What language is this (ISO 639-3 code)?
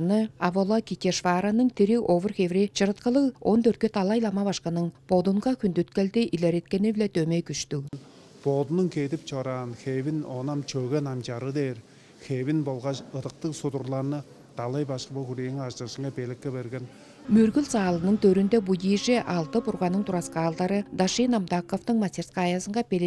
tyv